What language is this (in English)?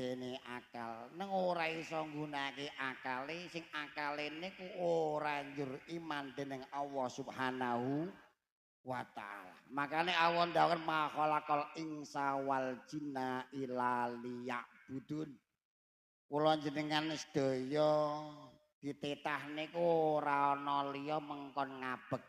Javanese